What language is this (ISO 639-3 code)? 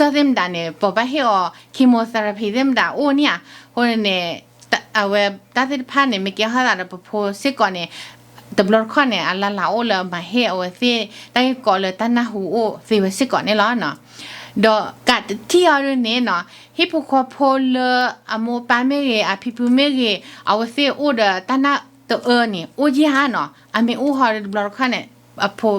ksw